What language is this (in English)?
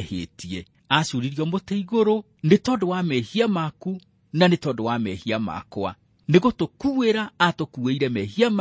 Kikuyu